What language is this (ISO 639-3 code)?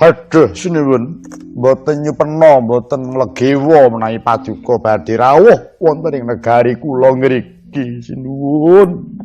jav